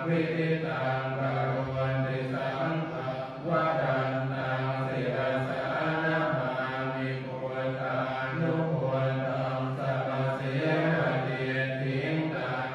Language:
Pali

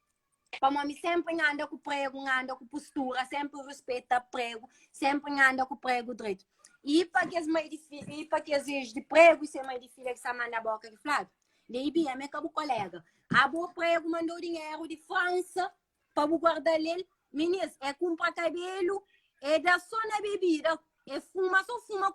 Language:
Kabuverdianu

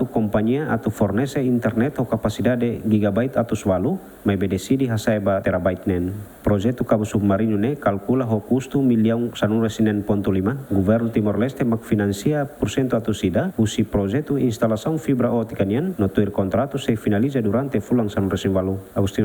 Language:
Tetum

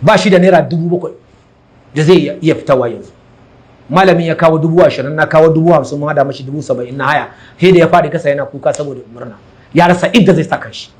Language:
Hausa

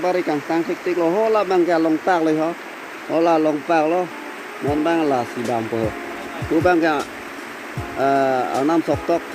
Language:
Karbi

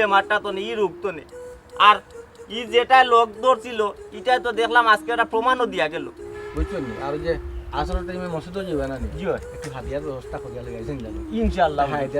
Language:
Sylheti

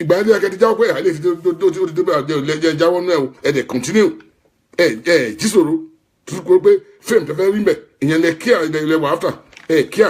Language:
Yoruba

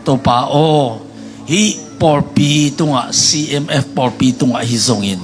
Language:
Tedim Chin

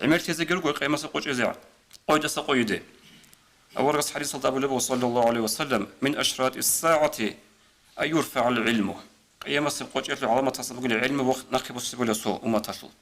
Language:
Avaric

